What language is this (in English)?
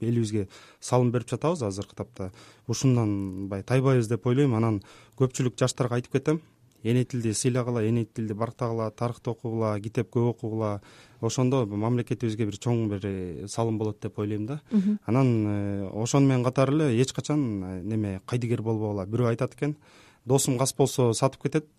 Kyrgyz